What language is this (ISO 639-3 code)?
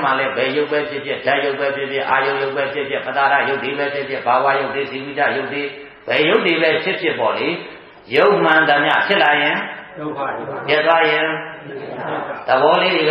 mya